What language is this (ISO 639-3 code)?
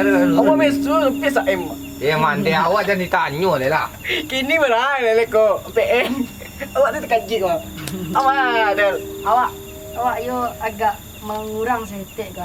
min